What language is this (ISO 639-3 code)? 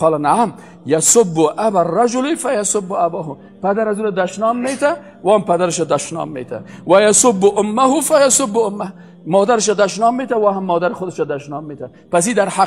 fas